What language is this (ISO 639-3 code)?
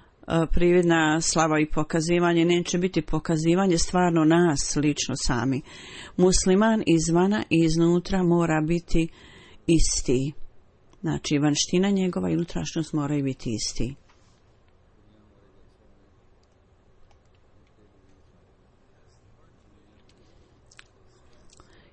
bos